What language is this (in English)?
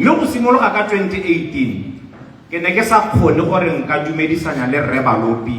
Tswana